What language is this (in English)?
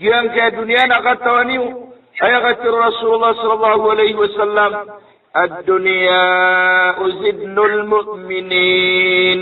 Maranao